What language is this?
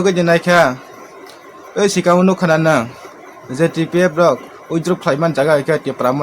Kok Borok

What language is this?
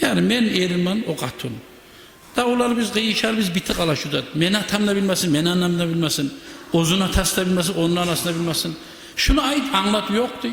Kumyk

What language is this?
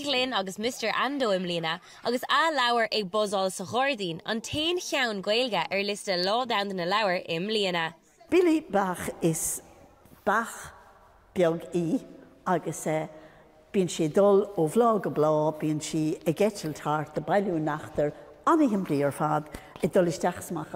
Irish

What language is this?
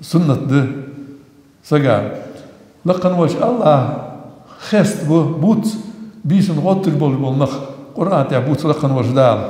Ingush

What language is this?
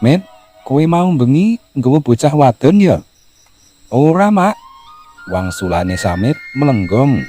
Javanese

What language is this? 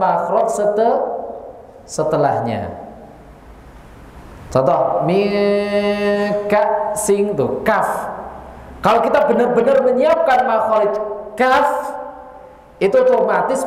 Indonesian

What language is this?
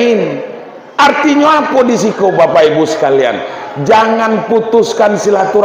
Minangkabau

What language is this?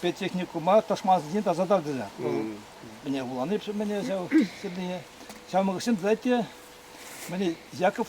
Chuvash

